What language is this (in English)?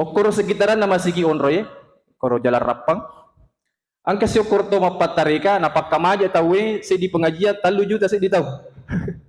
Buginese